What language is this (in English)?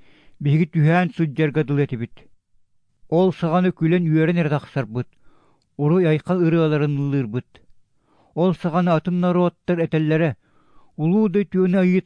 Yakut